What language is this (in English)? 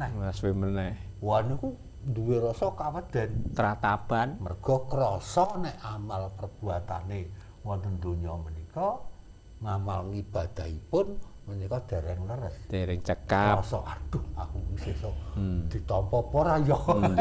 Javanese